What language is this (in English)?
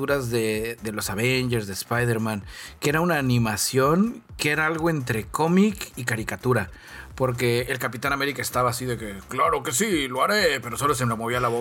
Spanish